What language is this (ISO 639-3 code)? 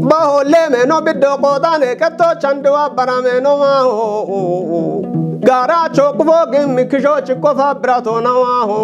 kbr